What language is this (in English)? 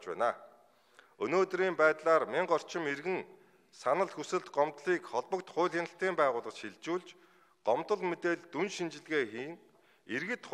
Mongolian